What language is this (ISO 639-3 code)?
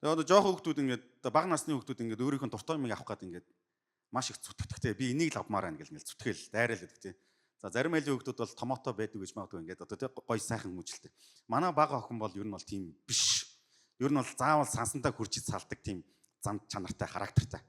mon